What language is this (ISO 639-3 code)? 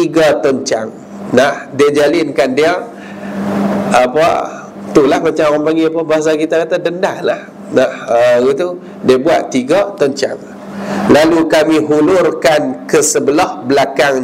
msa